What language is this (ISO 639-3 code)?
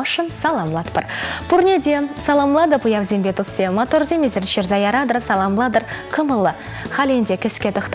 chv